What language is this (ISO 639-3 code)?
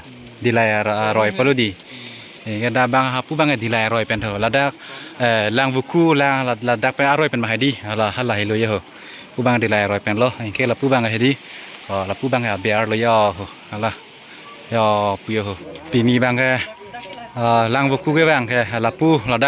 mjw